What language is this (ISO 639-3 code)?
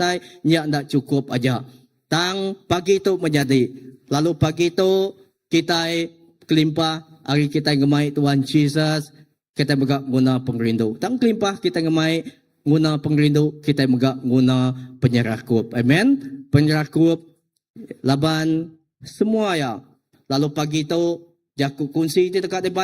iba